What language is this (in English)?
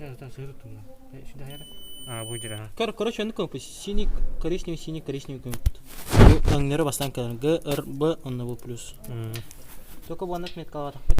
Yakut